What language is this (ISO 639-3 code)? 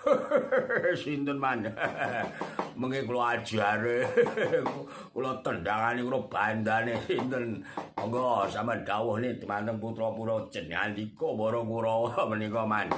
jav